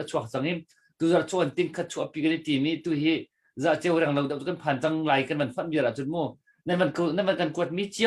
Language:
Hakha Chin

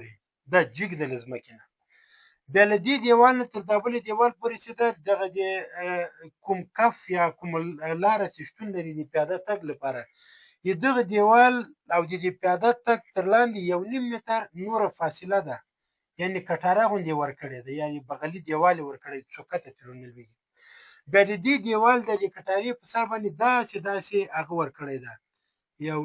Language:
Pashto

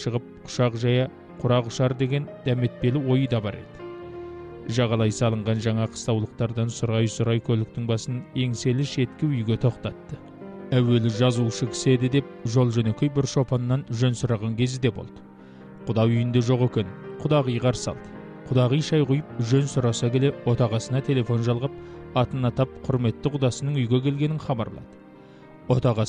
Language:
Kazakh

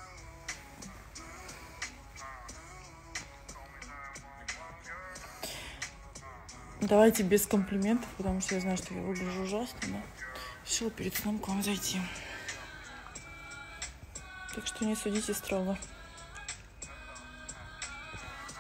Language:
Russian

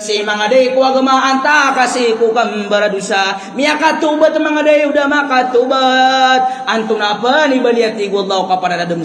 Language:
Maranao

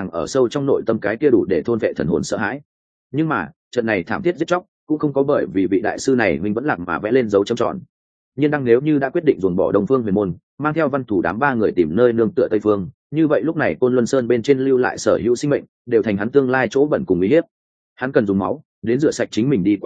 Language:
Vietnamese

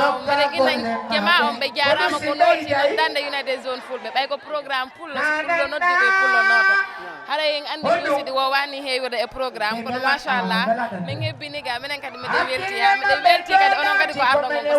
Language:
Fula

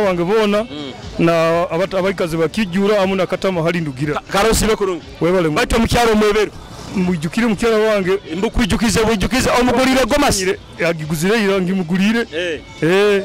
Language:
Nyoro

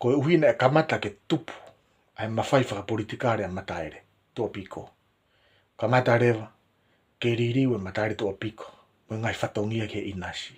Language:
Tongan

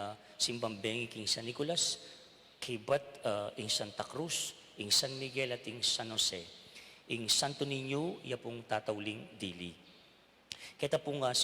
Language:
Pampanga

